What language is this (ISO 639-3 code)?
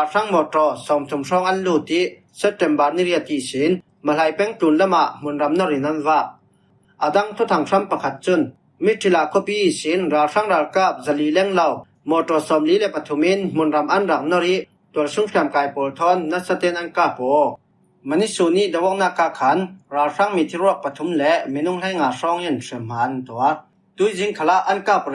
cfm